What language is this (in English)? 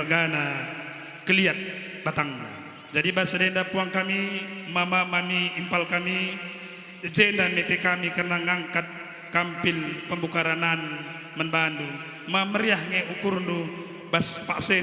Batak Karo